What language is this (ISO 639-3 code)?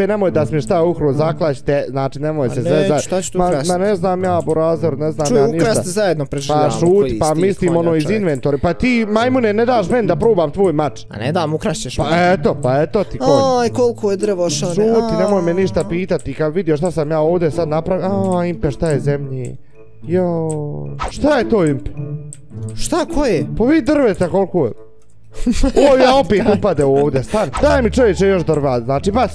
bos